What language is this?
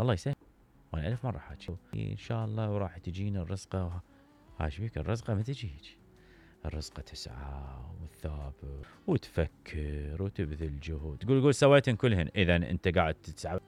Mesopotamian Arabic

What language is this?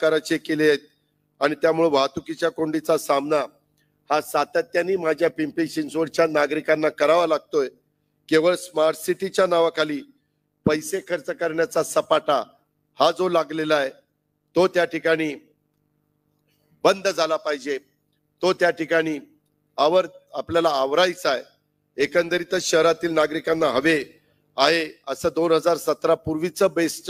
Marathi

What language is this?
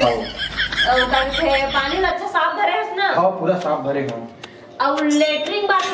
Chhattisgarhi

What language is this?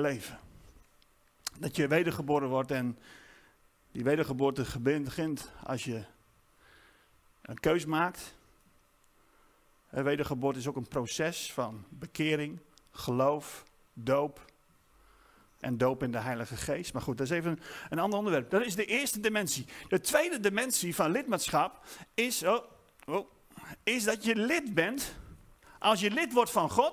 Dutch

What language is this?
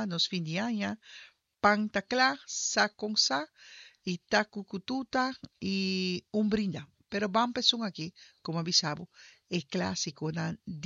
Papiamento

